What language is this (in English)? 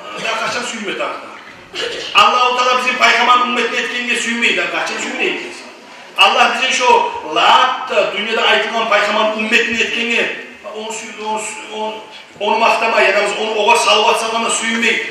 Kumyk